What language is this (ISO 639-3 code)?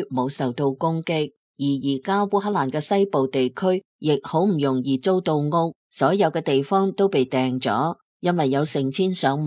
yue